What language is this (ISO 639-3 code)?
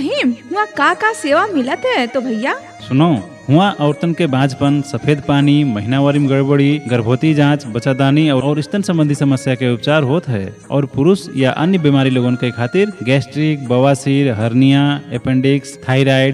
bho